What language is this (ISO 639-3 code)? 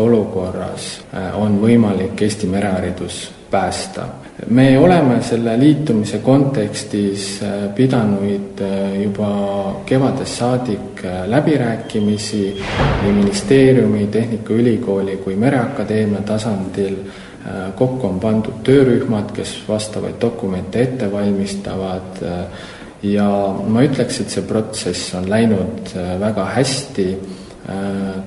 est